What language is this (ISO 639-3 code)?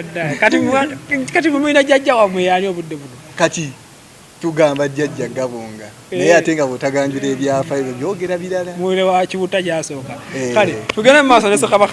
lug